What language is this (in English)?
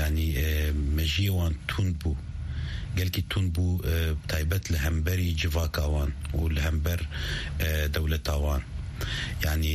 Kurdish